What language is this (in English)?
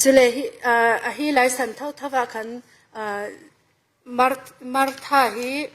Falam Chin